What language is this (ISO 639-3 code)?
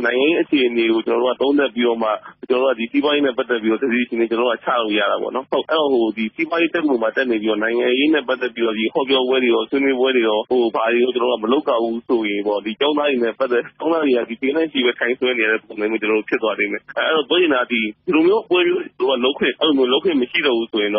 mya